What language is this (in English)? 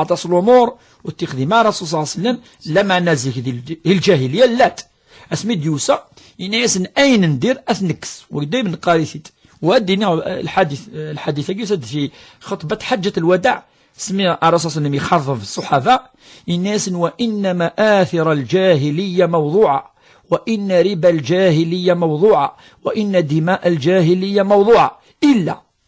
Kabyle